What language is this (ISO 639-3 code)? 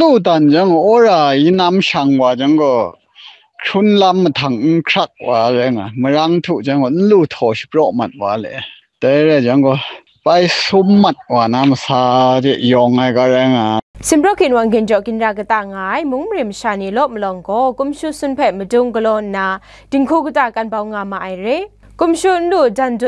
kac